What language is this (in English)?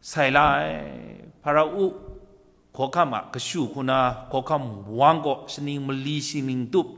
Kachin